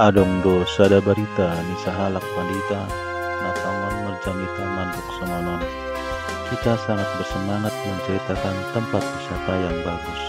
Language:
Batak Toba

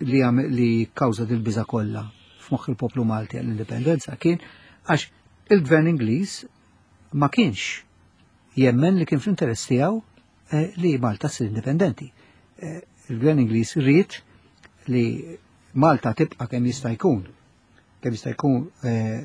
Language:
Maltese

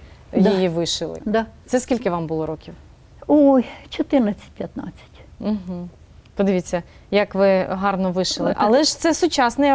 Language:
Ukrainian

